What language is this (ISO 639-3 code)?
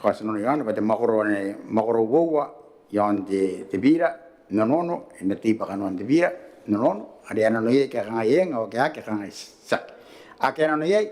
gil